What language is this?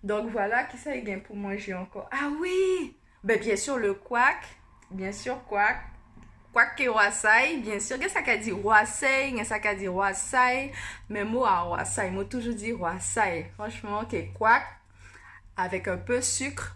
Guianese Creole French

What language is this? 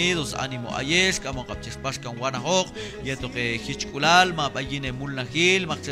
Q'anjob'al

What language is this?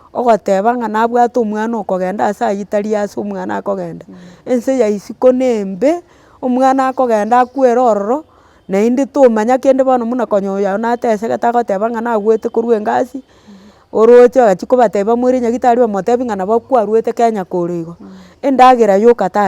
Gusii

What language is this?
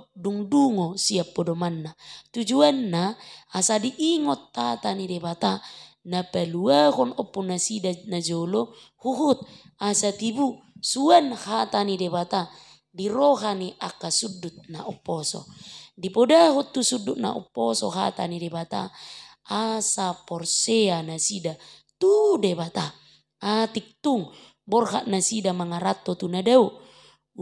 Batak Toba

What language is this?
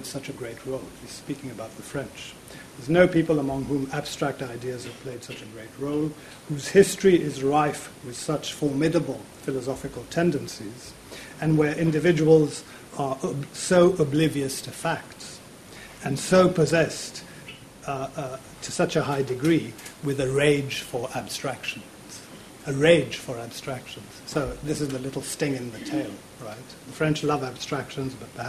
English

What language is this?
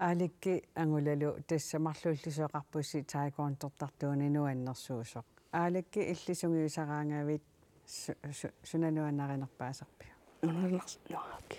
Kalaallisut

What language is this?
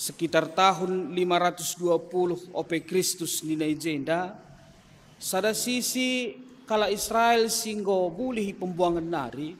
Batak Karo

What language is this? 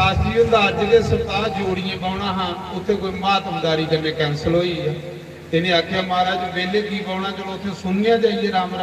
Dogri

